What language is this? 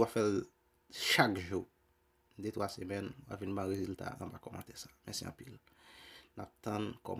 Haitian Creole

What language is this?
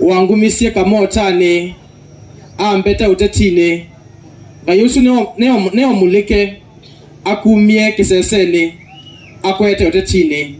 Kamba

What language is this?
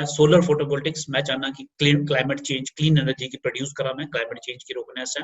Dogri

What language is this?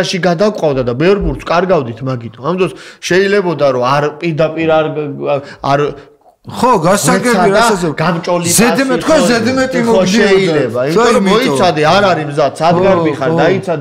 Georgian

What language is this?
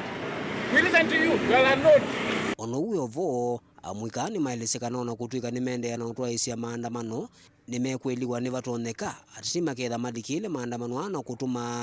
Kamba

